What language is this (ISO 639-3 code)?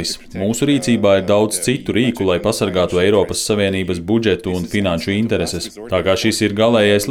lav